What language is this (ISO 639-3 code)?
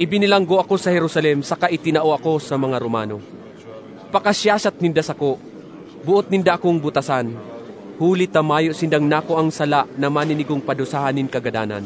bik